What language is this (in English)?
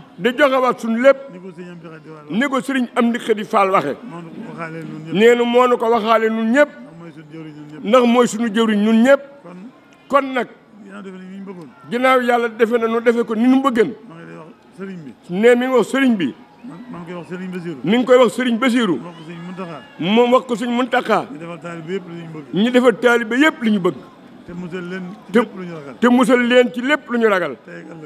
Wolof